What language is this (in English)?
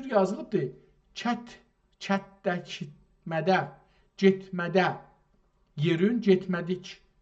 South Azerbaijani